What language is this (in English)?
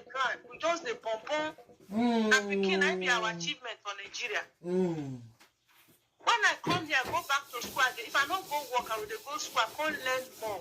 Nigerian Pidgin